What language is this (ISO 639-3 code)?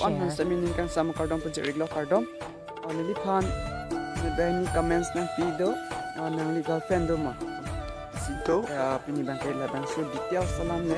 mjw